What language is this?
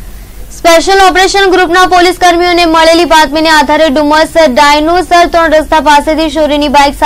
Gujarati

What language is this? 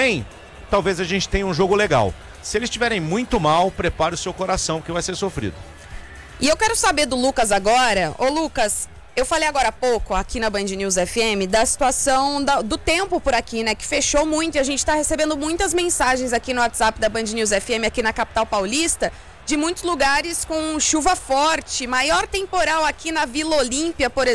Portuguese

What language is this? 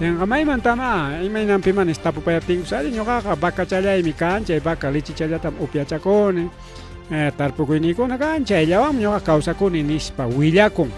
Ayacucho Quechua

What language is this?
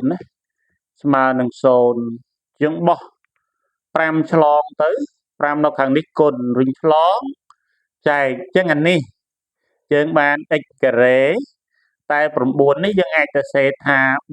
Khmer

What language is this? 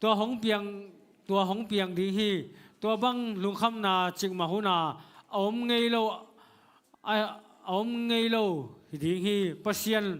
Tedim Chin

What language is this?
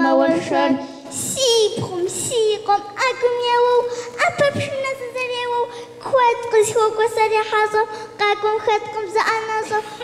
Kabardian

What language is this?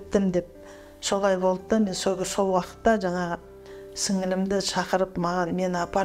Kazakh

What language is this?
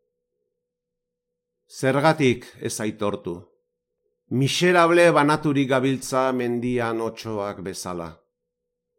Basque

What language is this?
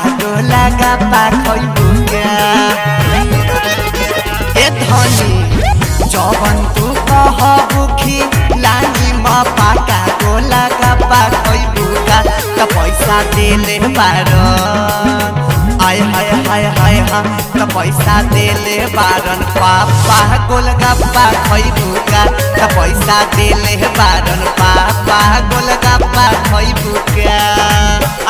Bhojpuri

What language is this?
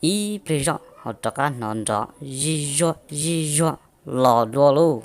Hmong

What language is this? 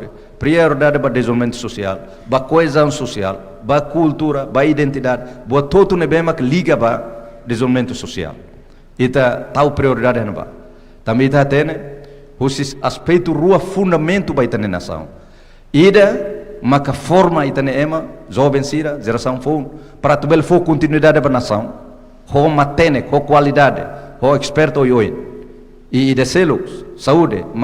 Tetum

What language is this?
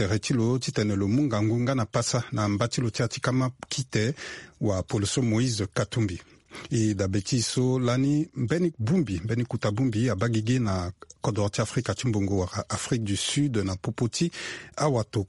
Sango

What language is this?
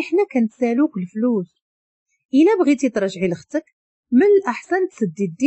Moroccan Arabic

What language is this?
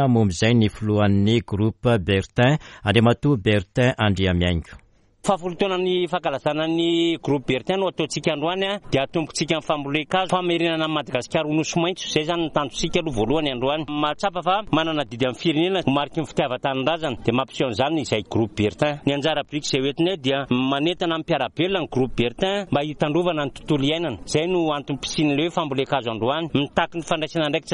Malagasy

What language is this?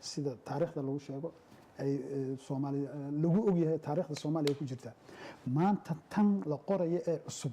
Somali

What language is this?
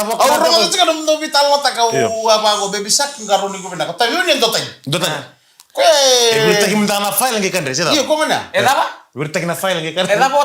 Fijian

